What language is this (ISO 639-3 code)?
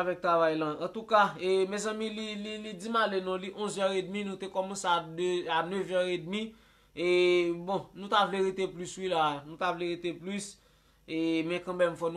hat